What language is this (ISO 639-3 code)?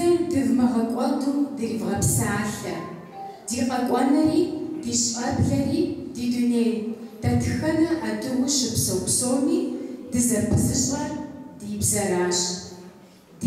kbd